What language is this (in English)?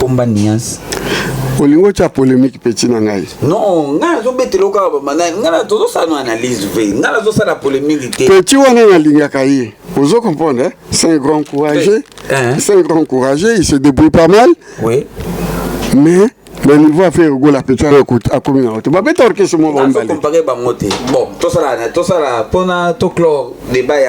Lingala